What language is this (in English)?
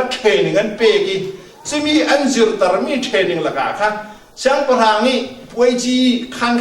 Falam Chin